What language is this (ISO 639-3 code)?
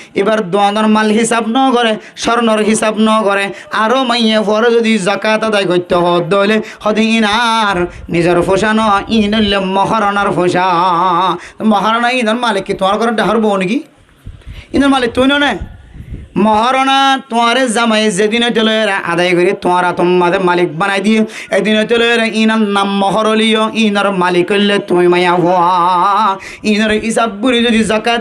rhg